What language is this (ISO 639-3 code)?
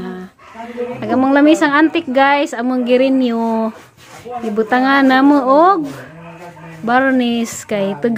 ceb